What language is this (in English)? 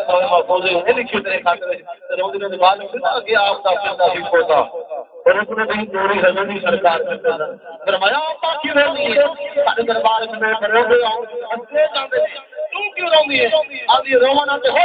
Saraiki